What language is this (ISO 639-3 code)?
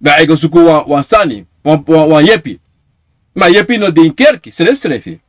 srn